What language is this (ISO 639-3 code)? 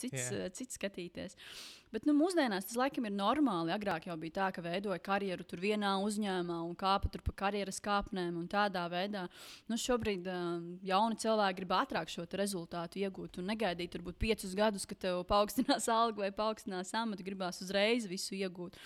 lav